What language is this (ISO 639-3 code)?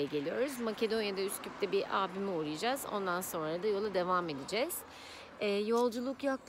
tur